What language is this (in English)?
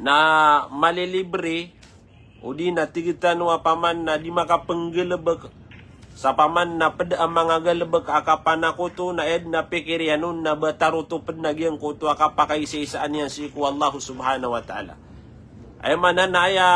Maranao